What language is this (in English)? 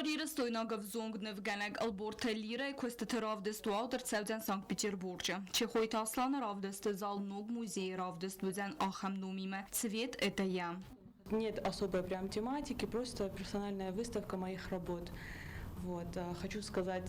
Ossetic